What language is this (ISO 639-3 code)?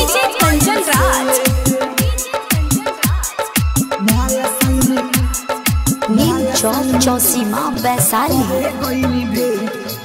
bho